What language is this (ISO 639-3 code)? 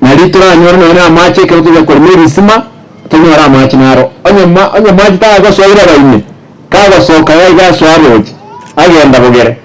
guz